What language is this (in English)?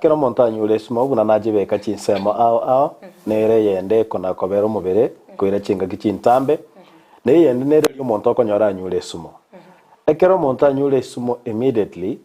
Gusii